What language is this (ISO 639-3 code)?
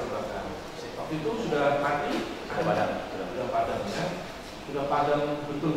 ind